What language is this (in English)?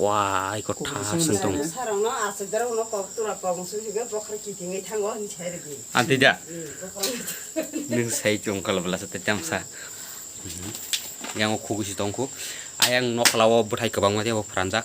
Kok Borok